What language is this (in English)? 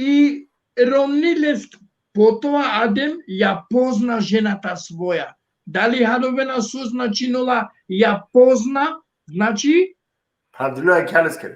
Balkan Romani